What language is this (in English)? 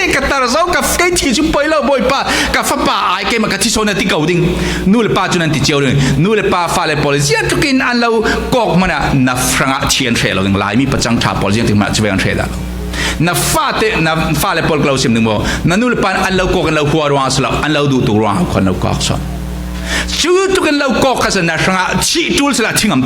Falam Chin